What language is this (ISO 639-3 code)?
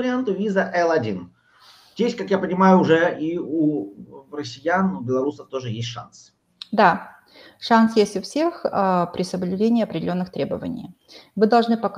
rus